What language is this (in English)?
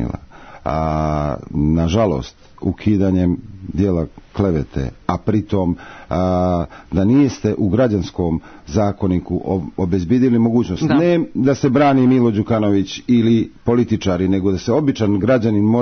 Serbian